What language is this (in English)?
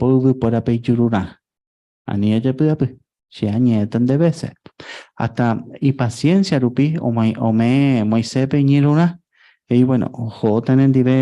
Guarani